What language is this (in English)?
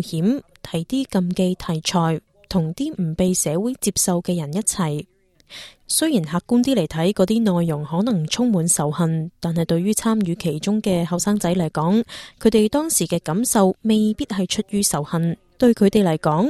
Cantonese